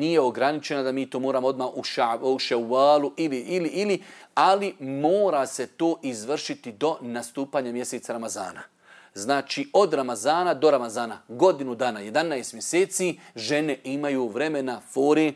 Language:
Bosnian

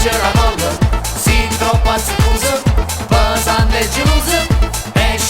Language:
Neapolitan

